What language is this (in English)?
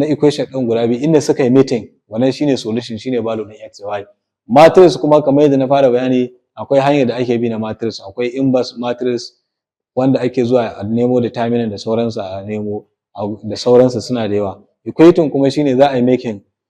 Hausa